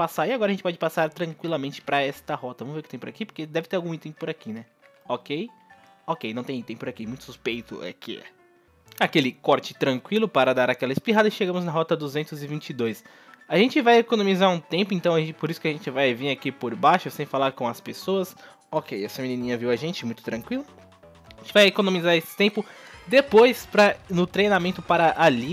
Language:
Portuguese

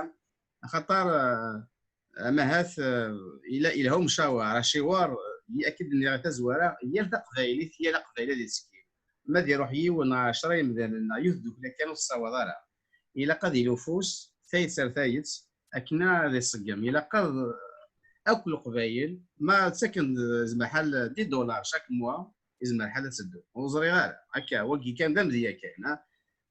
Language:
Kabyle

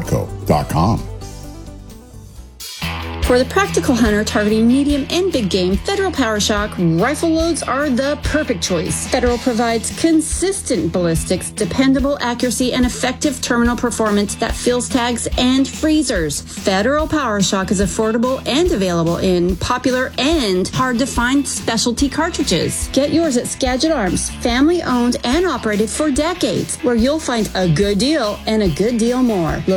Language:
English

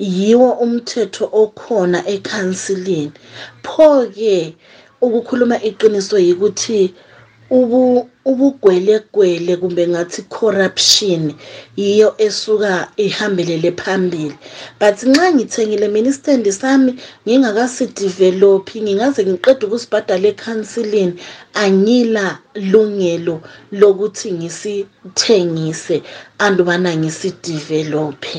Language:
North Ndebele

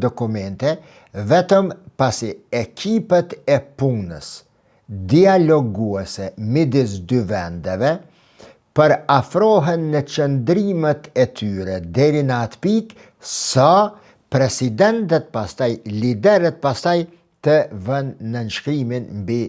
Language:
Albanian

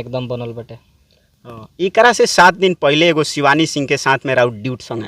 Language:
Bhojpuri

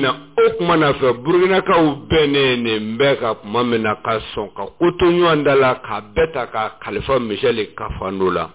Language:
Bambara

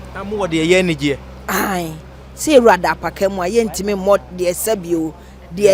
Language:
Akan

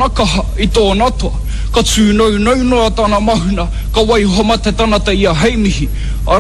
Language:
Māori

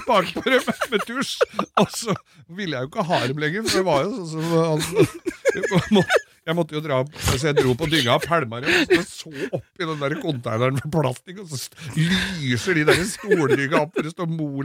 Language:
Norwegian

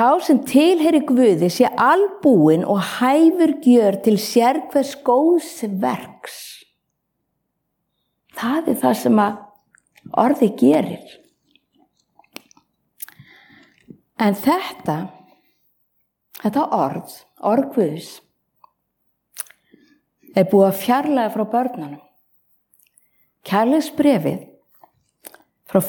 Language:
Icelandic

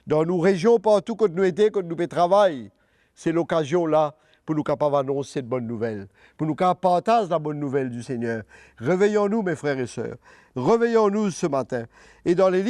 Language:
Morisyen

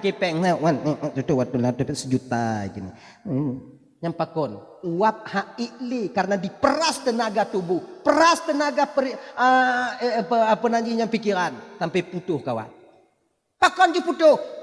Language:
Achinese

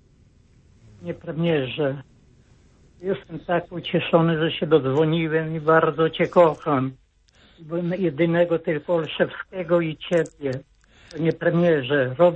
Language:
Polish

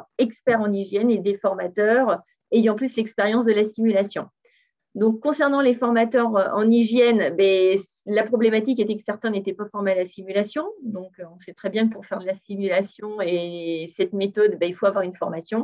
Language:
French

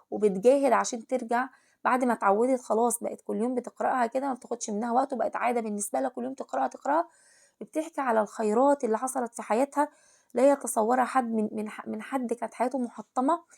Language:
Egyptian Arabic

